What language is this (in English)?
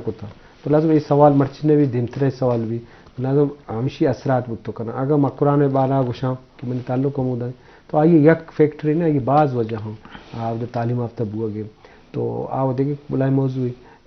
Eastern Balochi